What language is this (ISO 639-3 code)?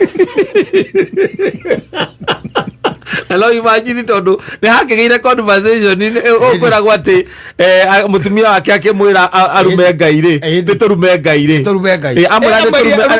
kik